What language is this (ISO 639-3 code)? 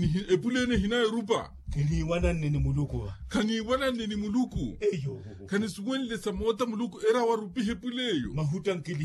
vmw